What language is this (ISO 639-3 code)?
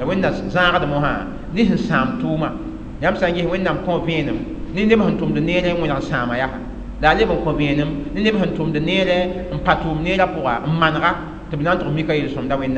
mos